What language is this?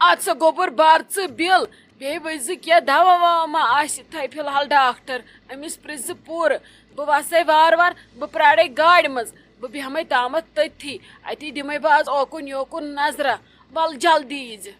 Kashmiri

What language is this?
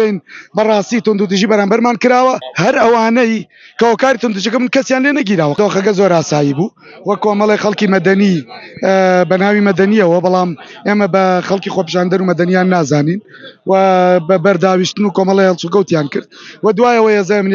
Central Kurdish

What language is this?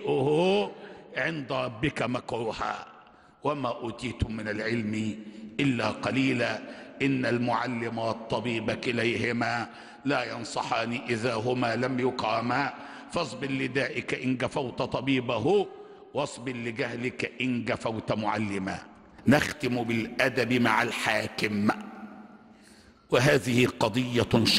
Arabic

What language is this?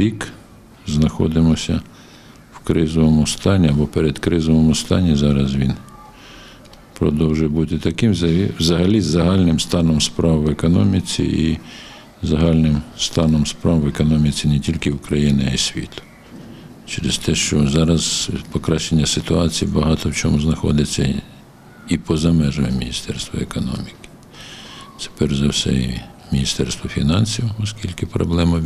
Ukrainian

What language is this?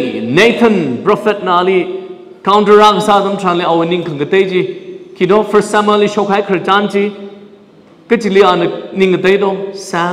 Tangkhul Naga (India)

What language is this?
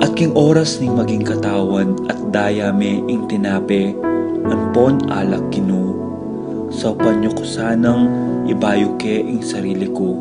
Pampanga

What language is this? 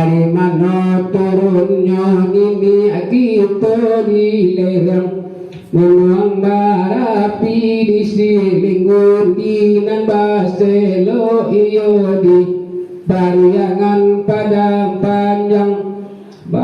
Minangkabau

